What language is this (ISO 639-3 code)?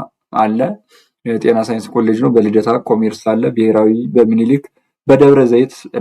amh